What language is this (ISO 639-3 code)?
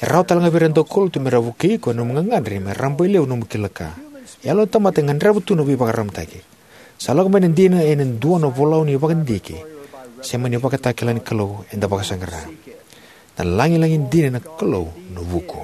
fij